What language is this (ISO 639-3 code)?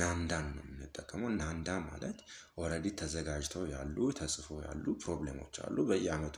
amh